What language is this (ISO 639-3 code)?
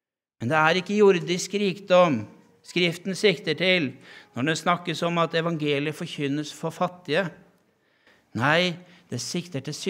nor